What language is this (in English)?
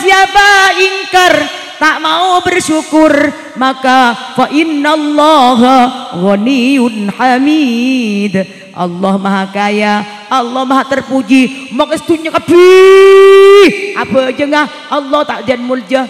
Madurese